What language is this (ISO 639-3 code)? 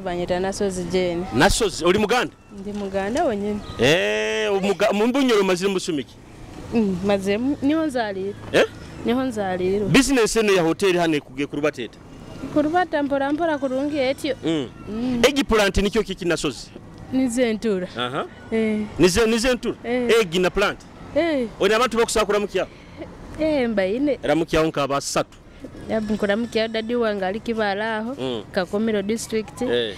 nyo